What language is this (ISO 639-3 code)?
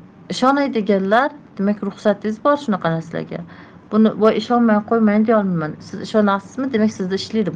uzb